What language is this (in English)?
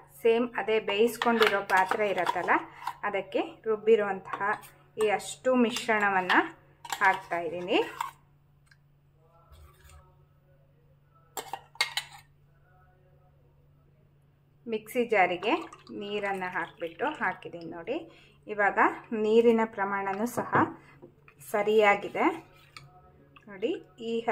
Kannada